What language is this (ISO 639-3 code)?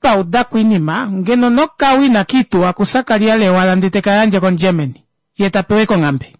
kua